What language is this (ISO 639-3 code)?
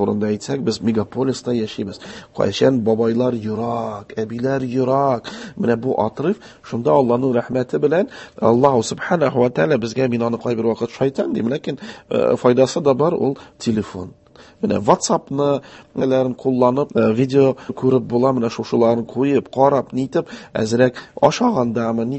tat